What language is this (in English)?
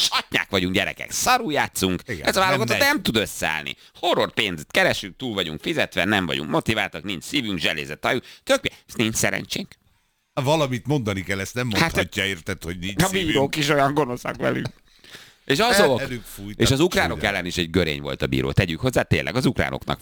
Hungarian